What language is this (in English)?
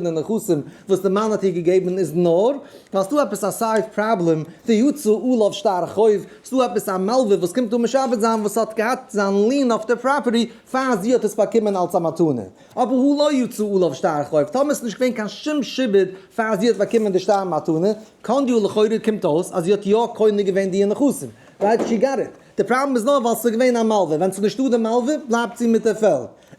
Yiddish